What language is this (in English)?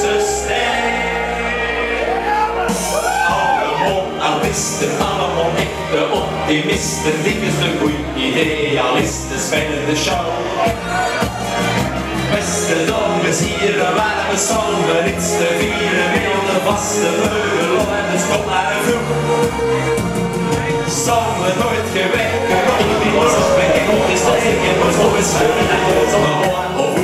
Dutch